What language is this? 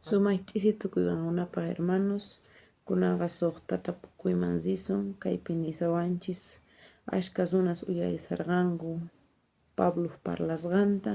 South Bolivian Quechua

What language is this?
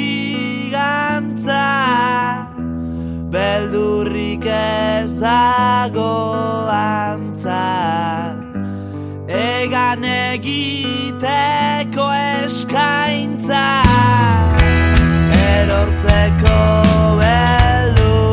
Basque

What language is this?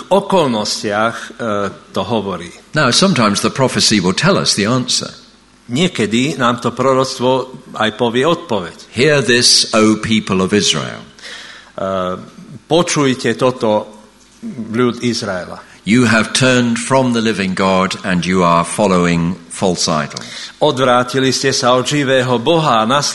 Slovak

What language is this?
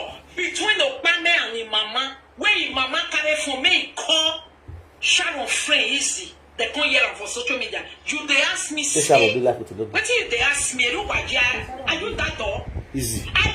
Nigerian Pidgin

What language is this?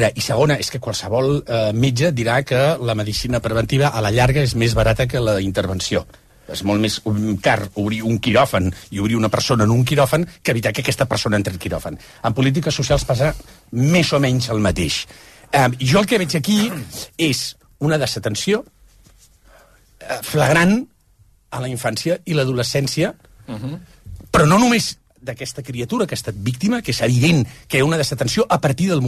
Catalan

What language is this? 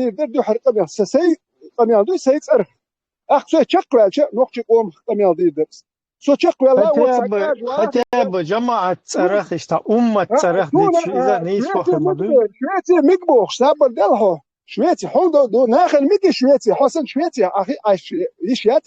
Chechen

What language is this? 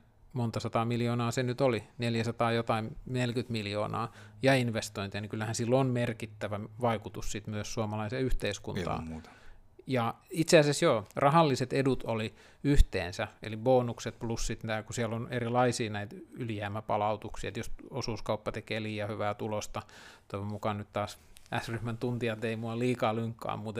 Finnish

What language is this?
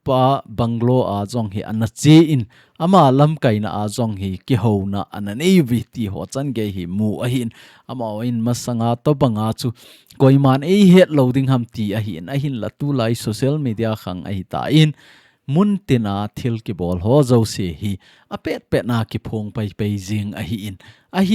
Thado Chin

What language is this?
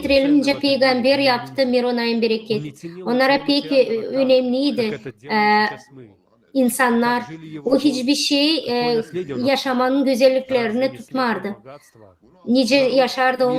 Gagauz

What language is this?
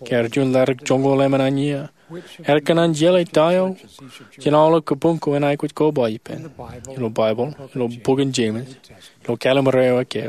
Marshallese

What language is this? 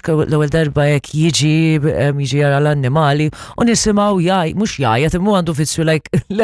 Maltese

